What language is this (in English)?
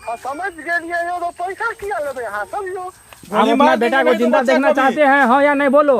Maithili